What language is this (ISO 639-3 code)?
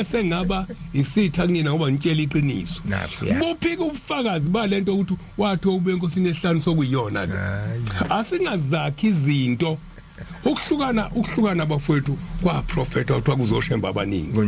zul